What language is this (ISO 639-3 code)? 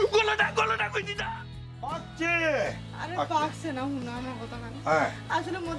syl